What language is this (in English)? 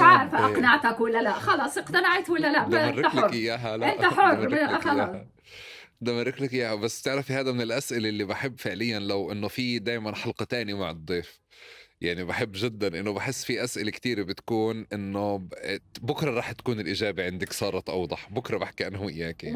North Levantine Arabic